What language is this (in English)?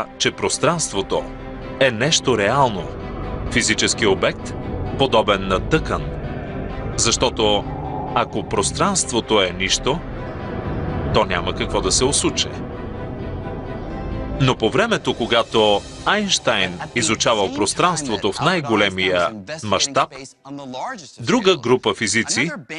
Bulgarian